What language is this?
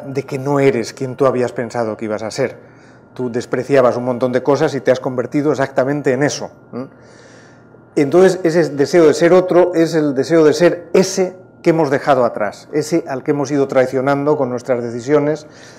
Spanish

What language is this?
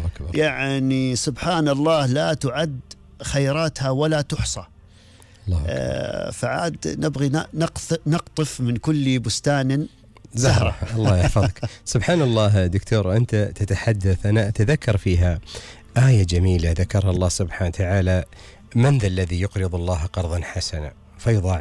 Gulf Arabic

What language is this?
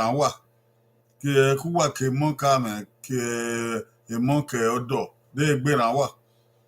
Bini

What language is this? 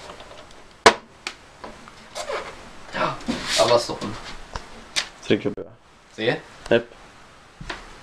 Norwegian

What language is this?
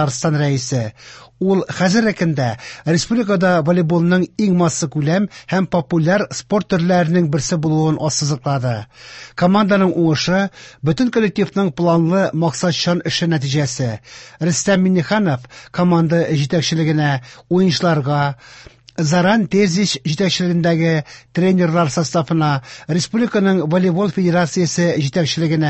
Tatar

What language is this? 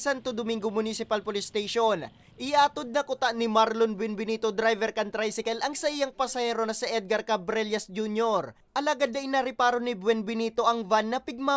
Bikol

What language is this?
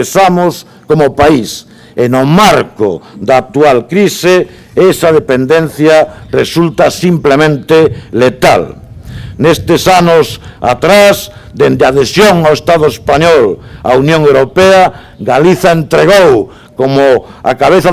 Galician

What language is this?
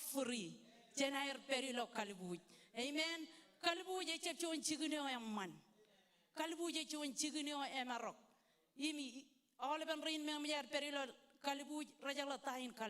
Marshallese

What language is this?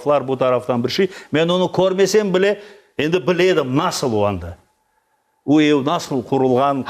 Crimean Tatar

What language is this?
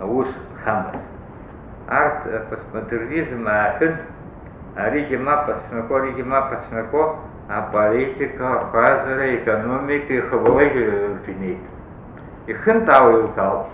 Abkhazian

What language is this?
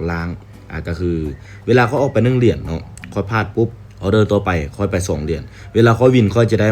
Lao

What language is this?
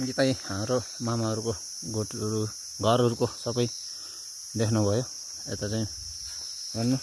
Nepali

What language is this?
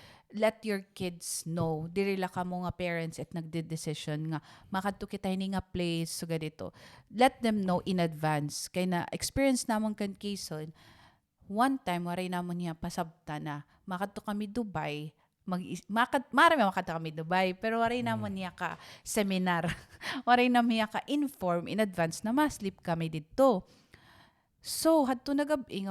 Waray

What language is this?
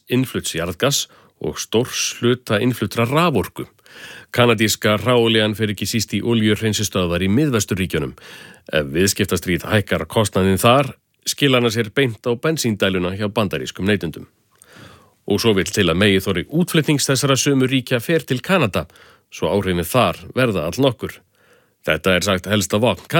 Icelandic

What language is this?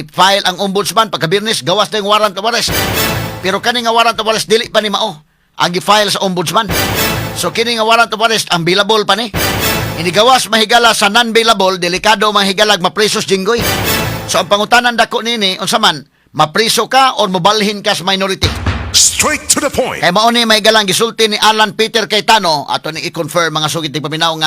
Cebuano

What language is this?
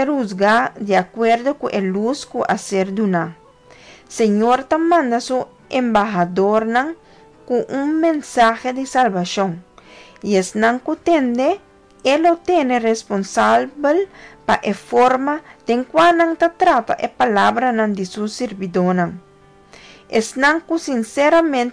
Papiamento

